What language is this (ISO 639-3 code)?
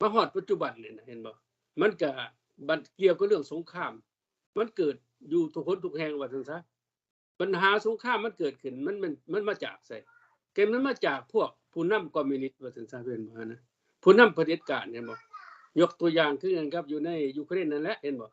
lao